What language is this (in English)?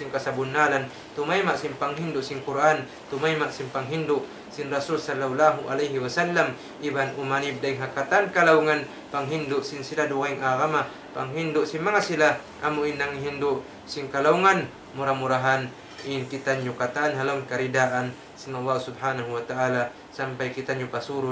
Tausug